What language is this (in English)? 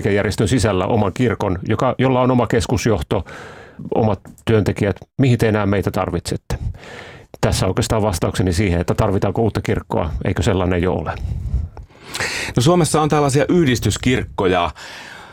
Finnish